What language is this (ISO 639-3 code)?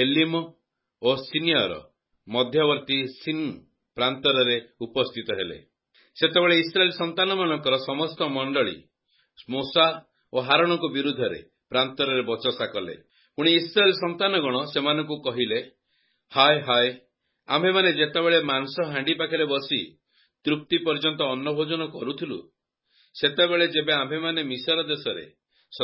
ori